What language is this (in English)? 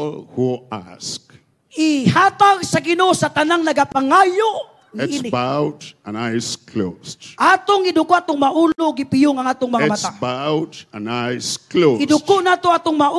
Cebuano